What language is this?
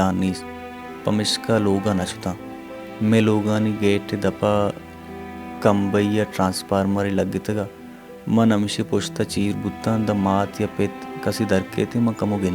Baluchi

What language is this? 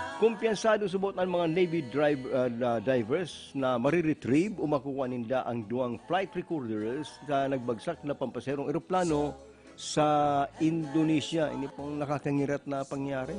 Bikol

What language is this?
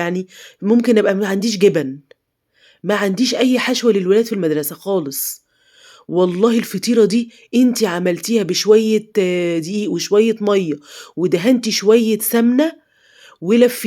Egyptian Arabic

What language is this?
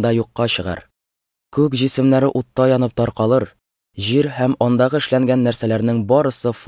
Tatar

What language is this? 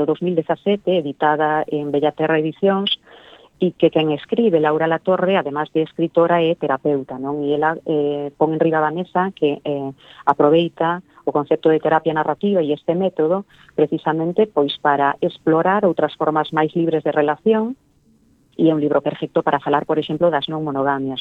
Galician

